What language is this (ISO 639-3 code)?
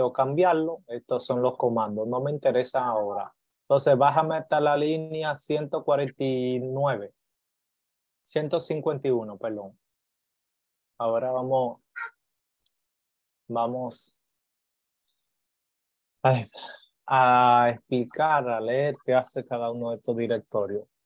spa